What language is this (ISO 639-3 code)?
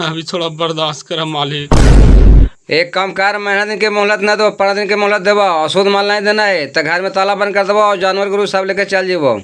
mag